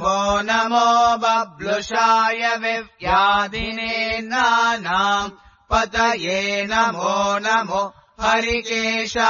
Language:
Sanskrit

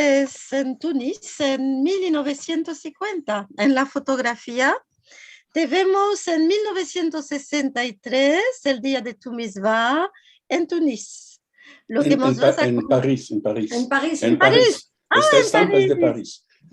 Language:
Ladino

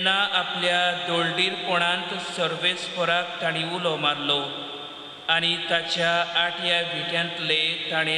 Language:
Konkani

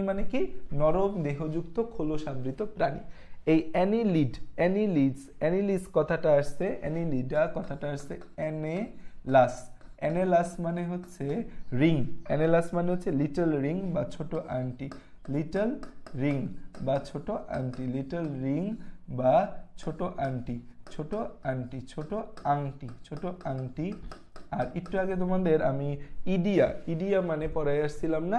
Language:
Bangla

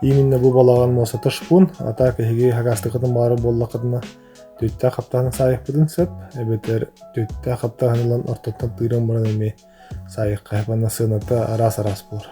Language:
Yakut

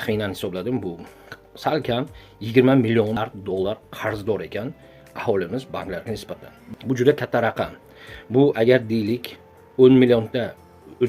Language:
Uzbek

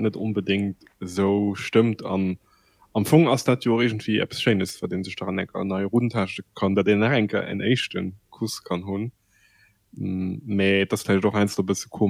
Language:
Luxembourgish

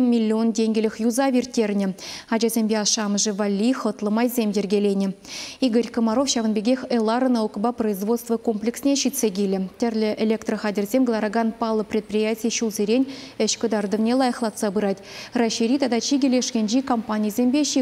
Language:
Chuvash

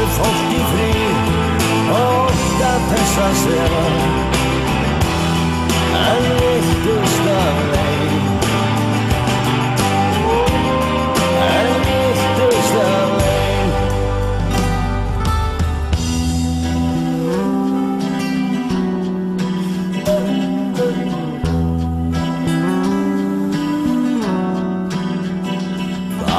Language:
Icelandic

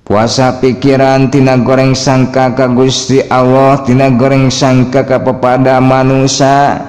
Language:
Sundanese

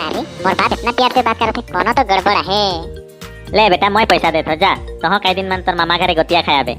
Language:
Sadri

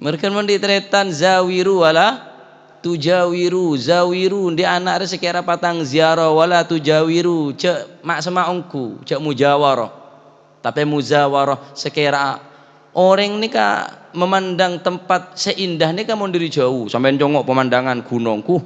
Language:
Madurese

